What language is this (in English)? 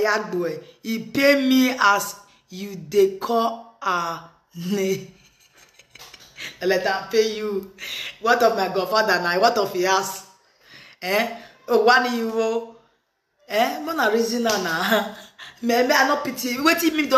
Nigerian Pidgin